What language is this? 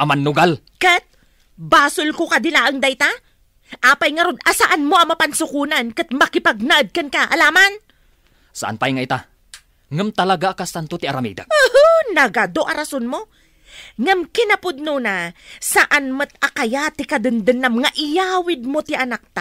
Iloko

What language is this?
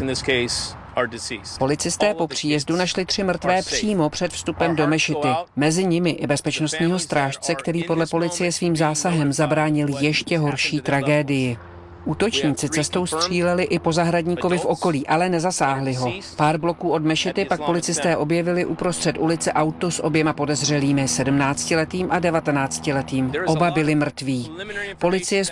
Czech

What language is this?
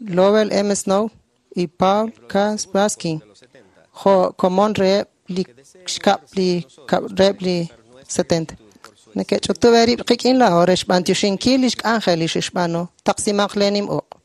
Kekchí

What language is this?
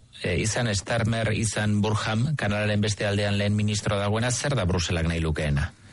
Basque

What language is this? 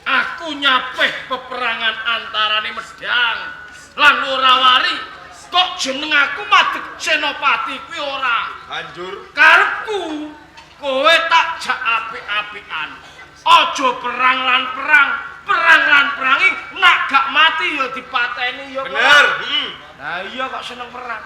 Javanese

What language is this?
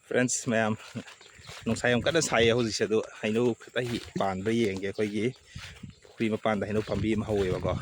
Manipuri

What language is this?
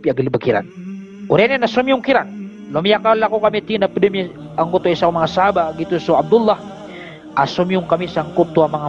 Maranao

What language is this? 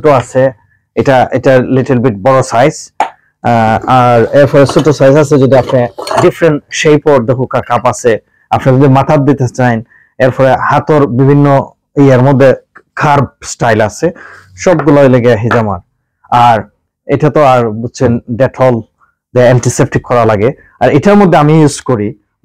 Sylheti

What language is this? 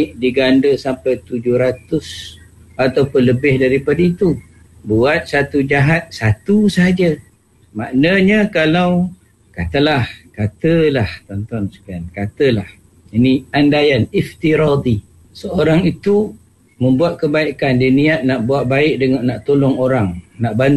Malay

